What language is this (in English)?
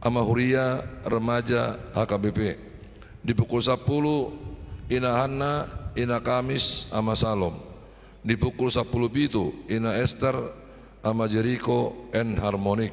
Batak Toba